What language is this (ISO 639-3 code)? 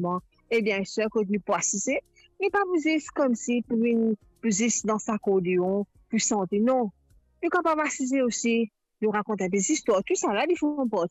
mfe